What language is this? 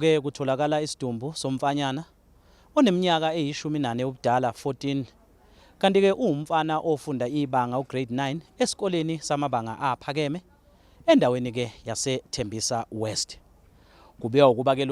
Zulu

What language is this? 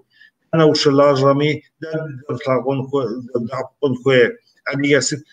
Kabardian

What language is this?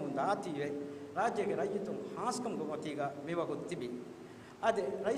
Divehi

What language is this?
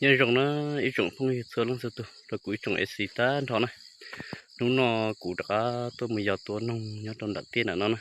Hmong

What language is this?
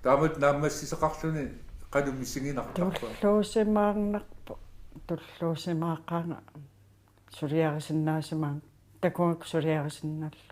Kalaallisut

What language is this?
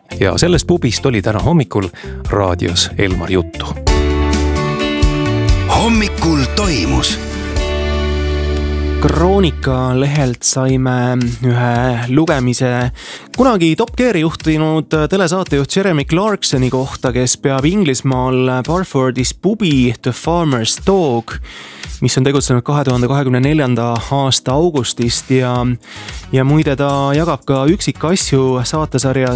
Estonian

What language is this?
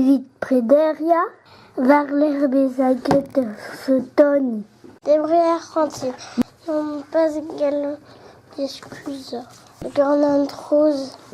Breton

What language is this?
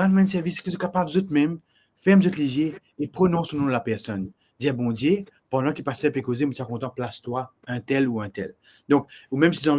Morisyen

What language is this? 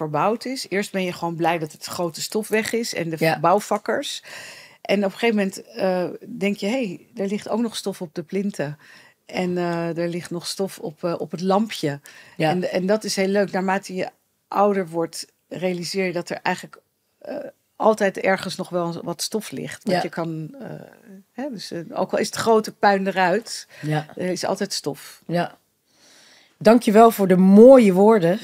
Dutch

